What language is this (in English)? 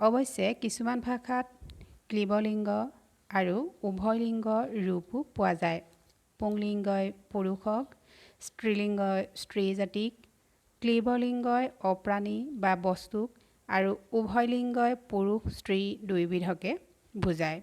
Assamese